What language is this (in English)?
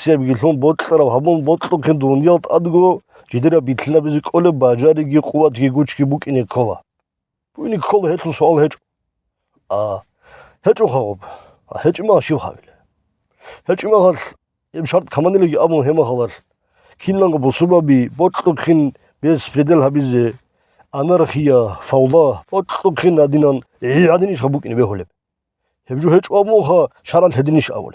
Avaric